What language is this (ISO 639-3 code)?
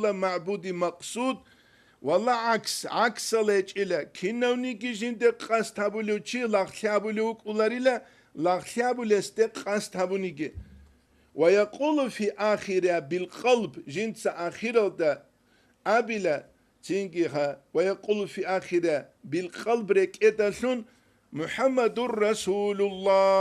ava